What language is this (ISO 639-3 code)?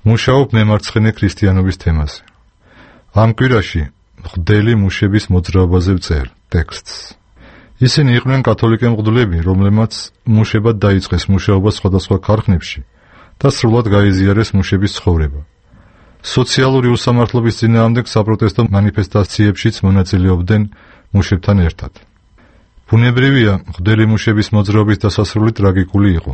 kat